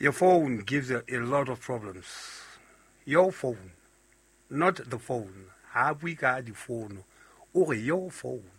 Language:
Southern Sotho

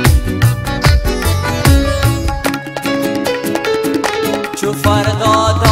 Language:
Persian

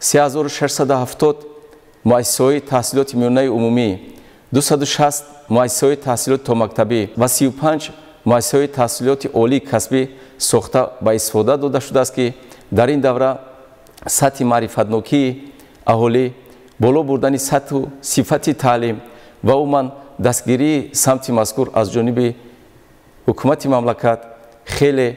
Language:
Tajik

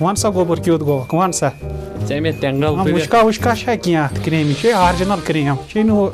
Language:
Kashmiri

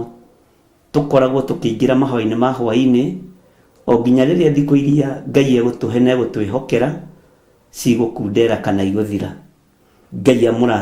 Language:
Kikuyu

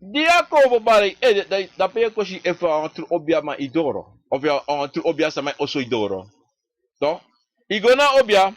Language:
Sranan Tongo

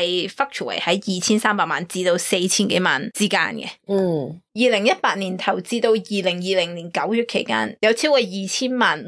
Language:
Cantonese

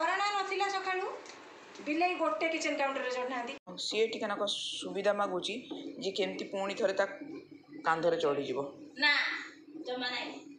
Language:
Odia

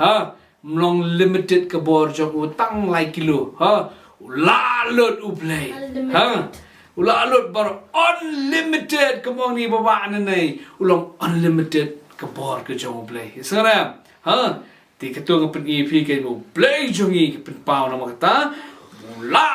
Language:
Khasi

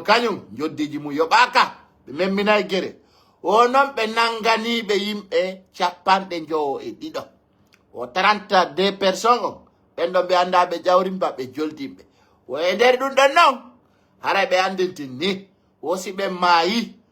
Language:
Pular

